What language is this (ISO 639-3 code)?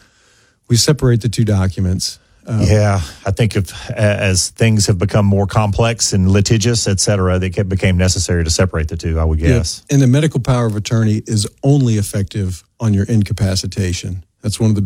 eng